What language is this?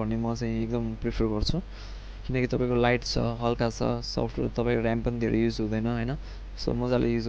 Nepali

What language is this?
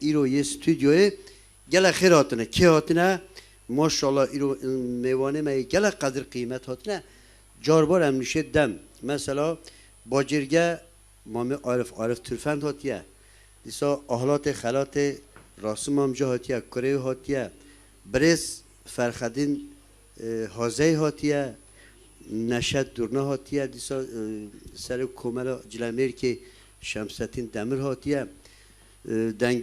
Kurdish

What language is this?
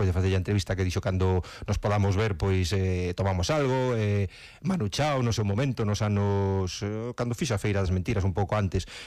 Galician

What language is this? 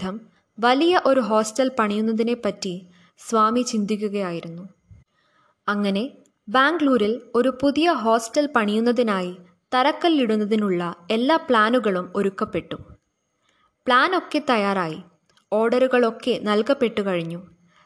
Malayalam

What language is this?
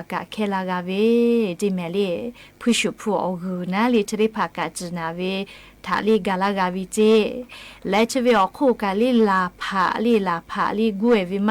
Lahu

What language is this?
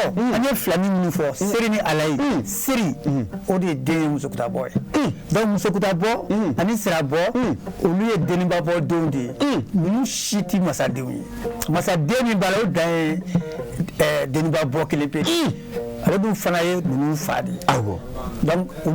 Bambara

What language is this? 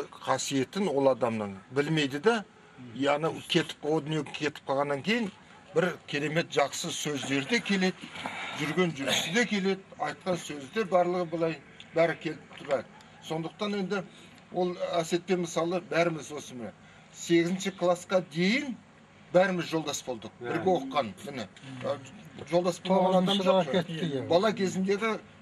Kazakh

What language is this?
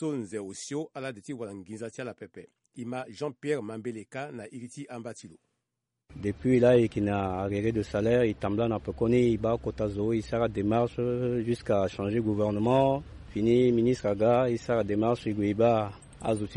Sango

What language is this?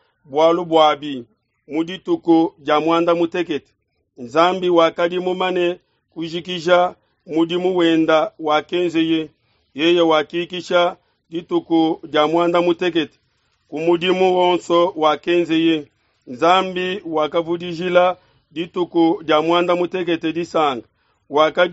Luba-Lulua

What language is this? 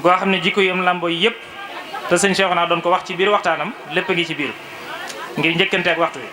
Wolof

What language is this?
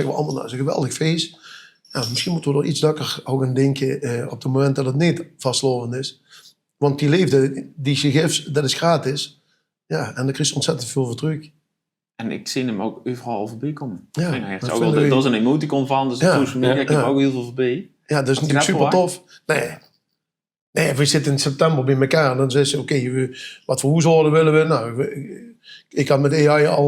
Limburgish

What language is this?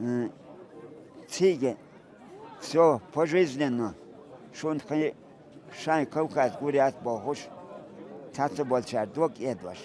Chechen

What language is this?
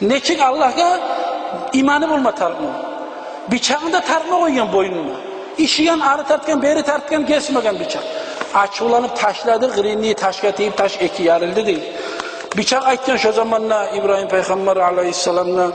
Kumyk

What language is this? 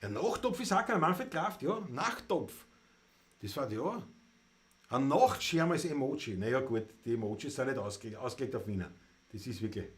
Bavarian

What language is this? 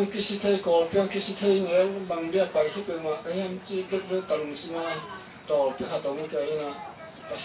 Tedim Chin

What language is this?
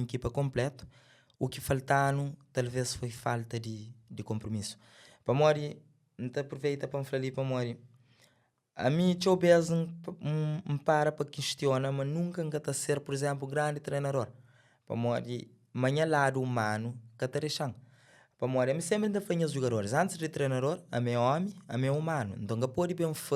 Kabuverdianu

